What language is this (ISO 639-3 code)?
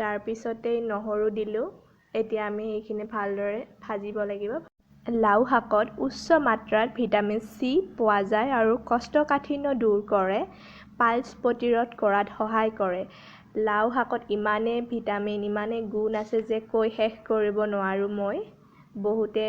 asm